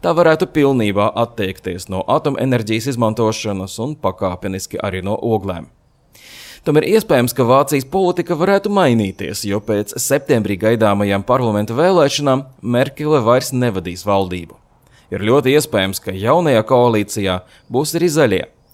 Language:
Latvian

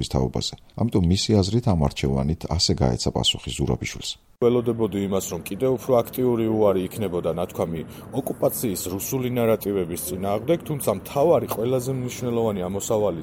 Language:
Georgian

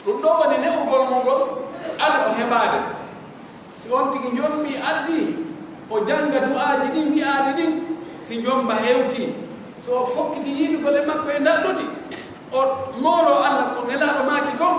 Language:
Pular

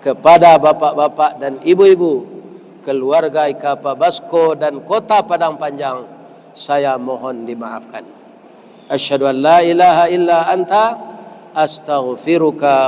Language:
Minangkabau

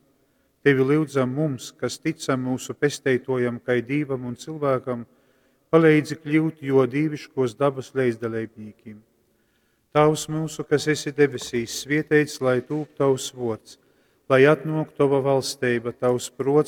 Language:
Latgalian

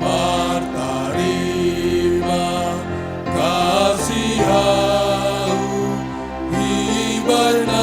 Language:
Batak Simalungun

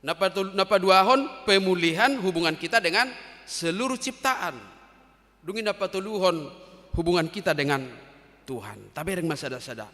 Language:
Batak Toba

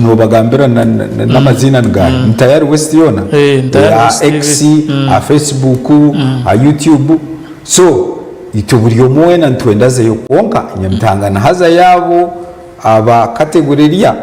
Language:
Nyankole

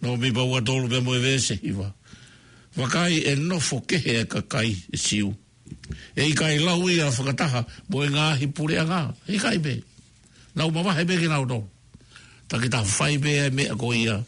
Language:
Tongan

